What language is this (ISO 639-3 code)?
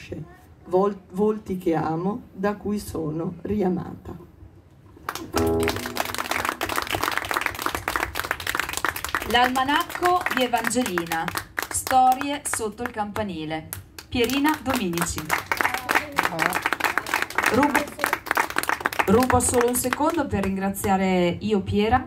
ita